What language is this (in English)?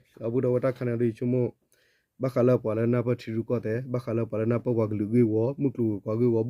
S'gaw Karen